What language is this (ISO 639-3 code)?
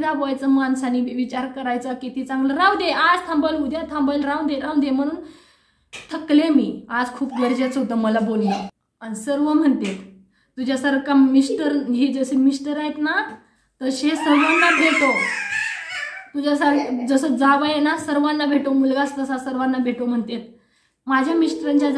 mar